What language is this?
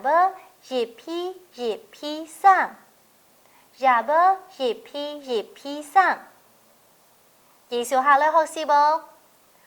Hakka Chinese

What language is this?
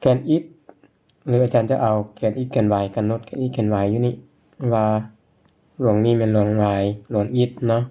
Lao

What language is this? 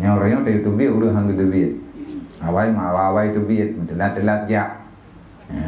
Achinese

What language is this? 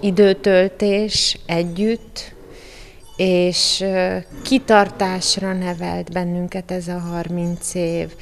Hungarian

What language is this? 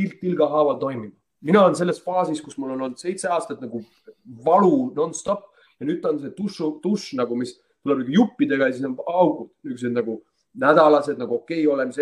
Estonian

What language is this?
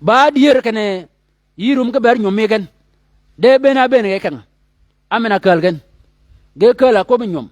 Shilluk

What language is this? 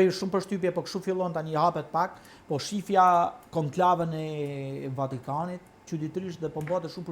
Albanian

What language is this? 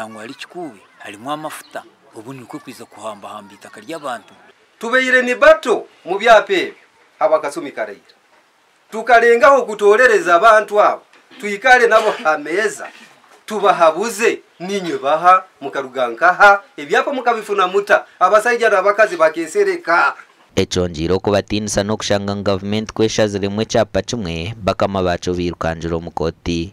Nyankole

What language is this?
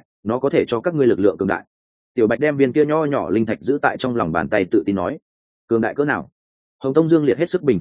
Vietnamese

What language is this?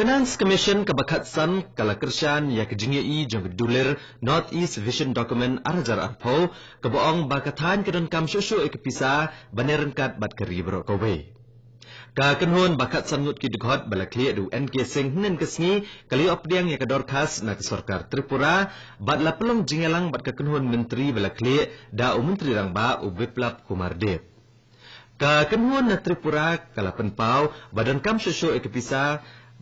Khasi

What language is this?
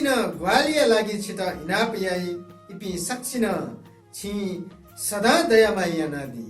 Newari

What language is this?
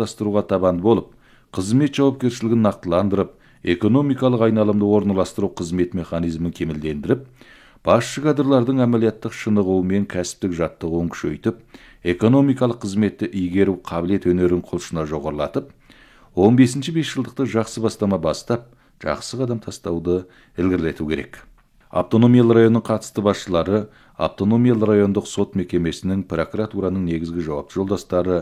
Kazakh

